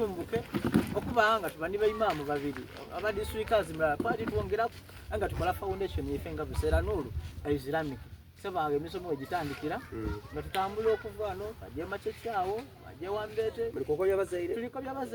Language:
Soga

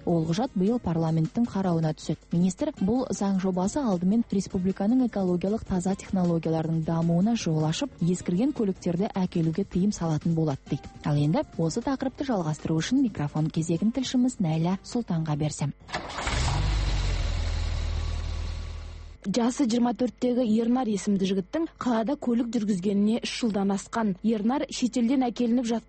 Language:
Kazakh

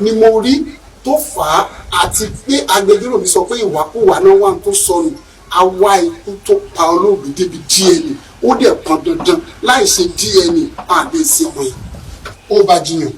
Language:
Yoruba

